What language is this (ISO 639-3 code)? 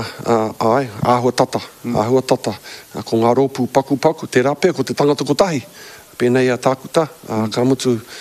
mri